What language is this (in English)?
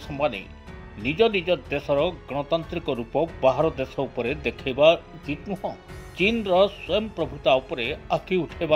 Odia